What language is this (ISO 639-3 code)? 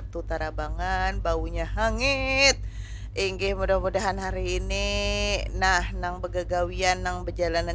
bjn